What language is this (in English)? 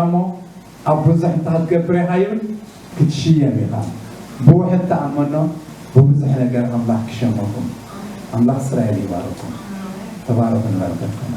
Tigrinya